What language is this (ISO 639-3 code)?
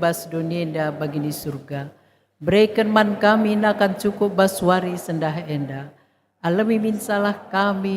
btx